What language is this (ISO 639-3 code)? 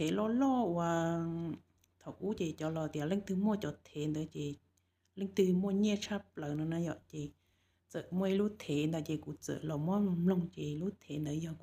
hmn